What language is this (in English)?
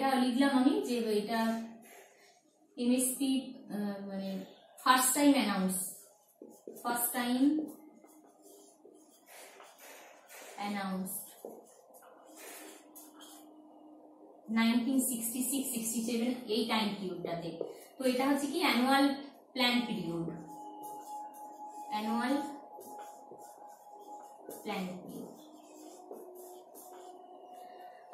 Bangla